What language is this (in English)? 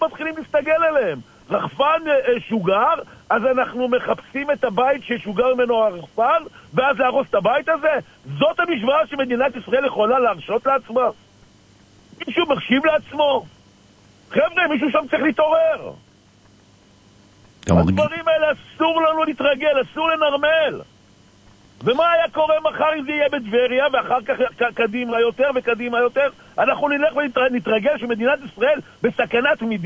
Hebrew